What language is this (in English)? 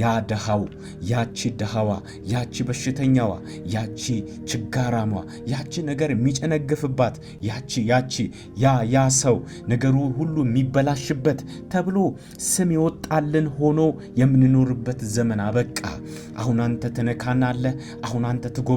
Amharic